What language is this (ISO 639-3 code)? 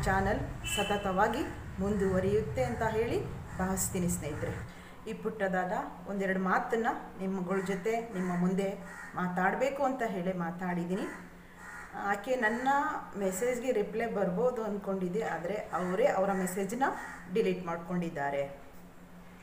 kan